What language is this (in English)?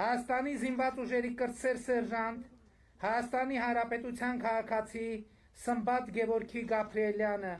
Armenian